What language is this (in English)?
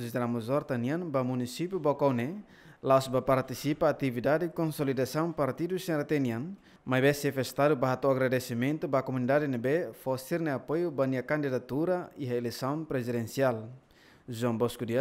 Tetum